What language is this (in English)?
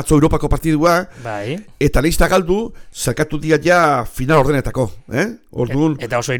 Basque